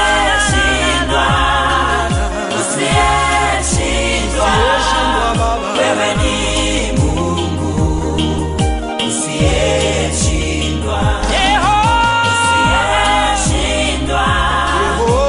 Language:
Swahili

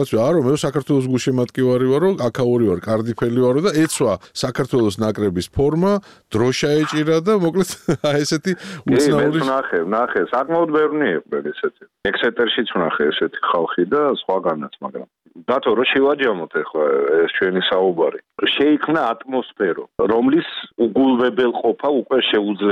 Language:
Georgian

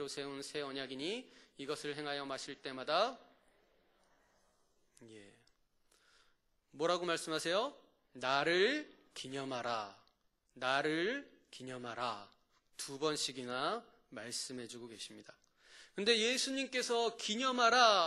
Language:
Korean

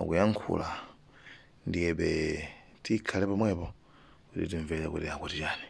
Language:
Nyanja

